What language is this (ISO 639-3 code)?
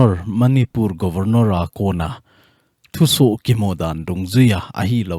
tcz